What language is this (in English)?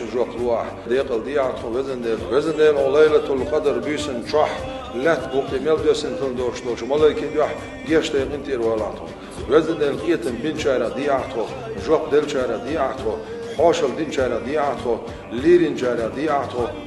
Chechen